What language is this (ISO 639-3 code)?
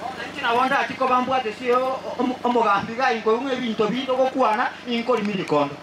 guz